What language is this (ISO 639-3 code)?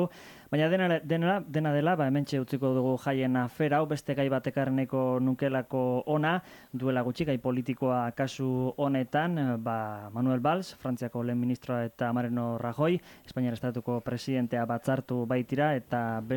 eus